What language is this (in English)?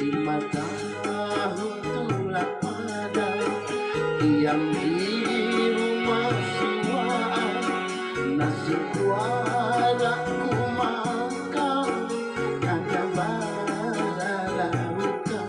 Banjar